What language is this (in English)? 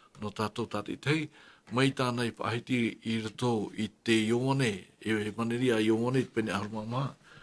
Tahitian